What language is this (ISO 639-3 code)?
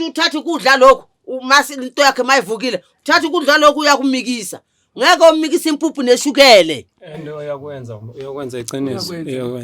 zul